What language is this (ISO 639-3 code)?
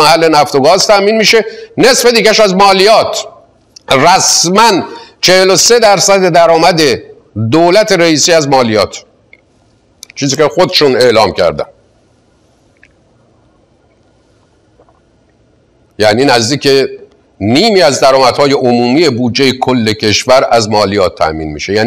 fas